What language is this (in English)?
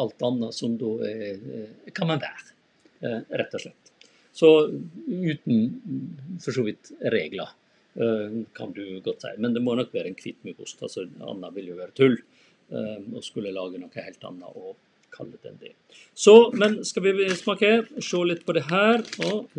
Norwegian